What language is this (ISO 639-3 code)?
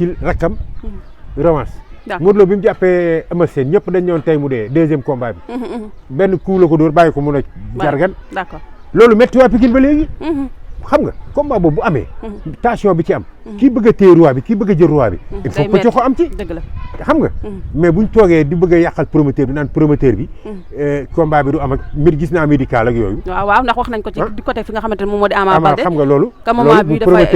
wol